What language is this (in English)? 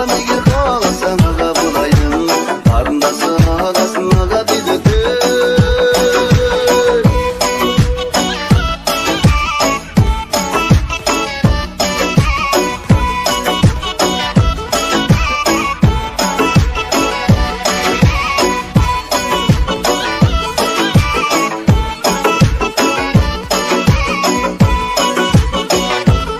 Kazakh